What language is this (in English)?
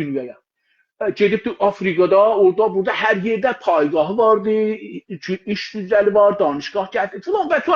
South Azerbaijani